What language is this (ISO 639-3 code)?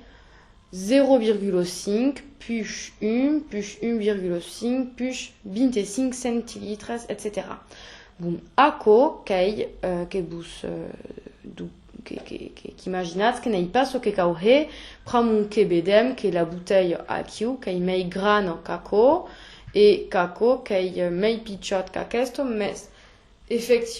oci